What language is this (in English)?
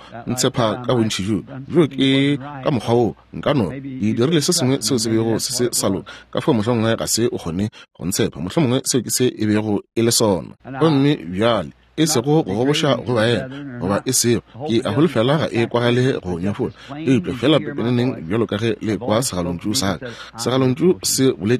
Northern Sotho